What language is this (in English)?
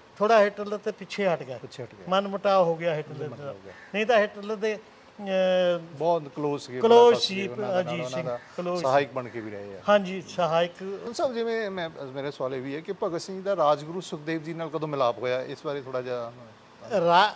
Punjabi